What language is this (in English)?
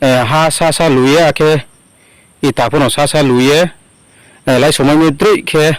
Riang (India)